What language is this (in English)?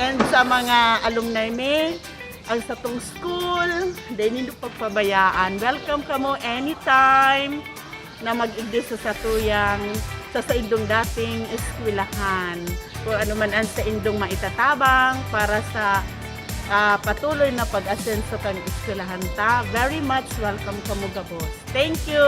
Bikol